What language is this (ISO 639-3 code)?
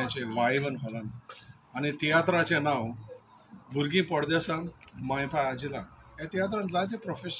kok